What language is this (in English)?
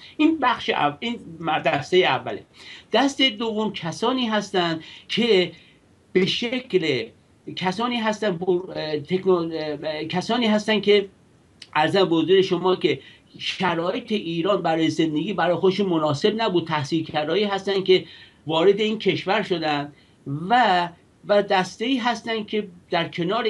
Persian